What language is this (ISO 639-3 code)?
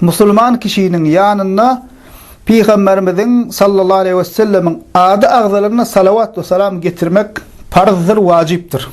tuk